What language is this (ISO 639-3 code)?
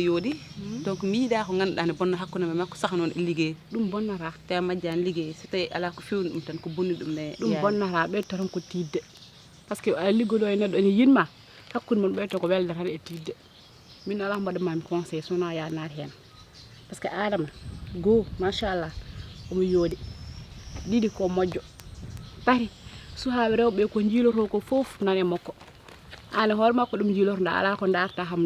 ful